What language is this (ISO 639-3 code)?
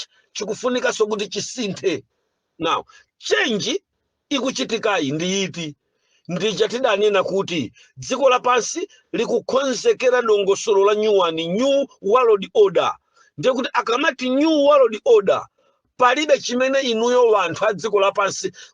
nya